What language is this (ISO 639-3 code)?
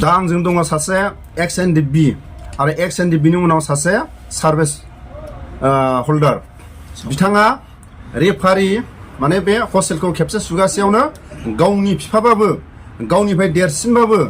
brx